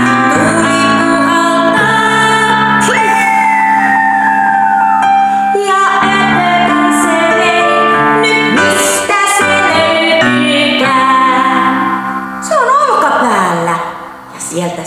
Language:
Finnish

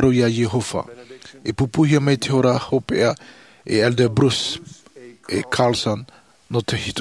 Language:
Tahitian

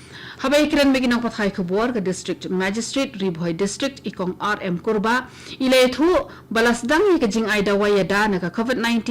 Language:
Khasi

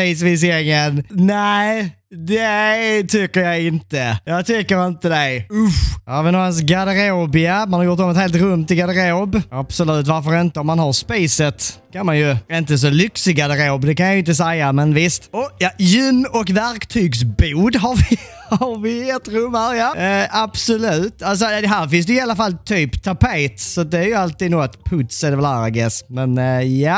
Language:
Swedish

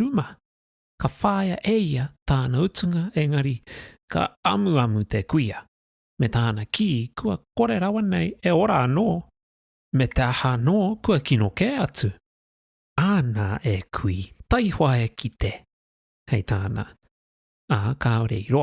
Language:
Māori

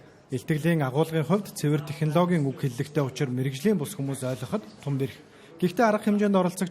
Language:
Mongolian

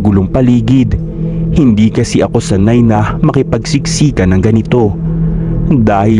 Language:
Filipino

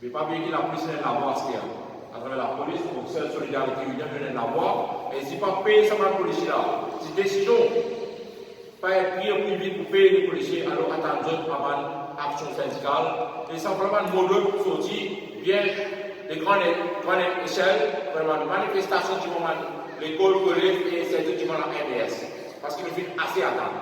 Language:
Morisyen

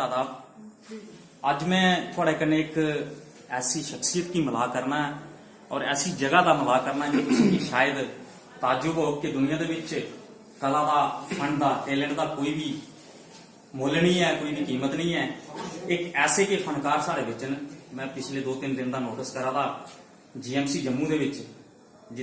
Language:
Dogri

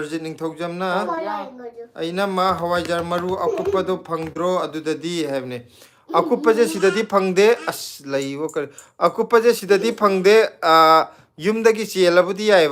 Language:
Manipuri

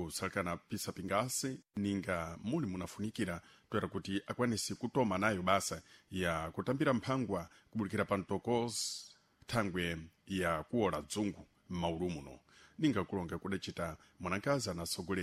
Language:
Sena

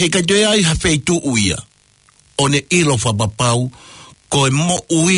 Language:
Tongan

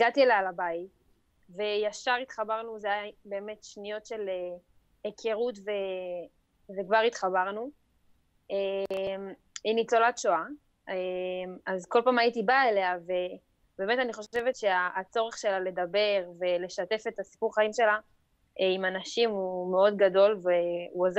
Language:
Hebrew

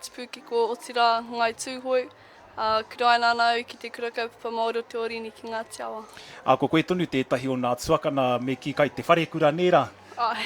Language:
Māori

